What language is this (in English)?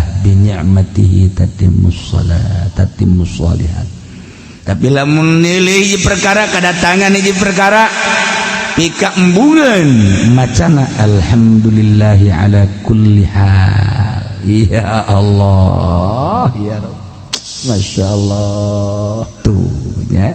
Sundanese